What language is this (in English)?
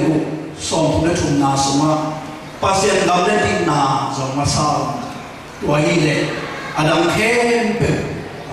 Tedim Chin